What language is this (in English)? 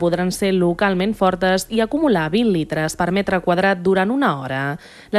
Catalan